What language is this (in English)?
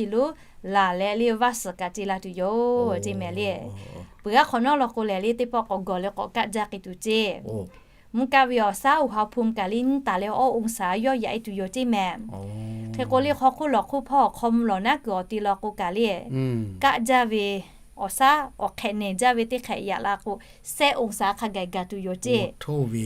Lahu